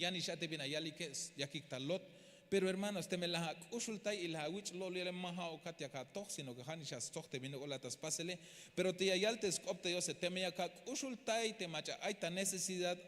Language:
Tzeltal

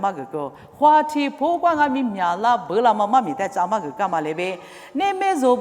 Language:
Lisu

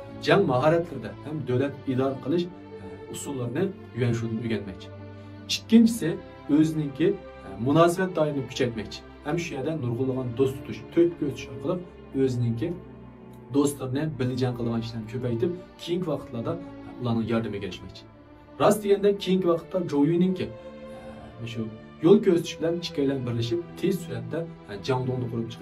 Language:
Uyghur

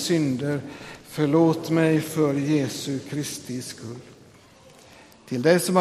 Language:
Swedish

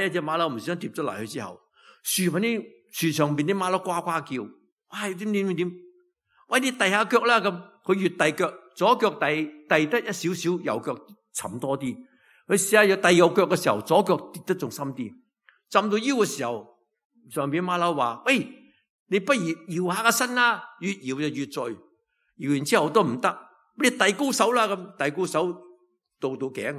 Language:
Cantonese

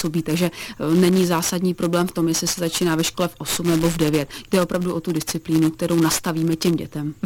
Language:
Czech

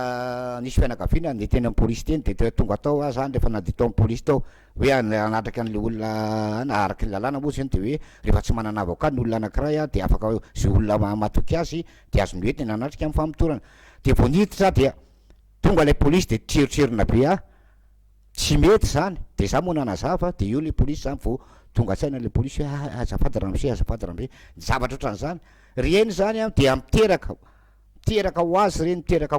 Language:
Malagasy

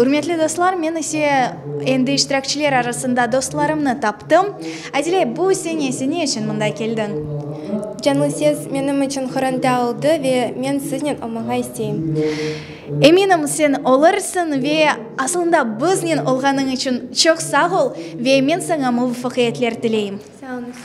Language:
Crimean Tatar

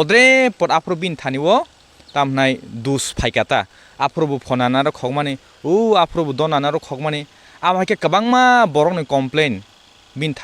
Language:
Kok Borok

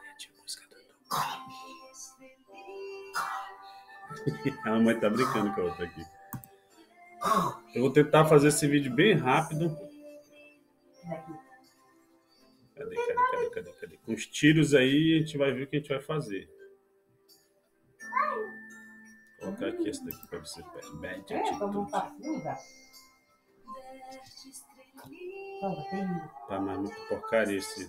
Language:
Portuguese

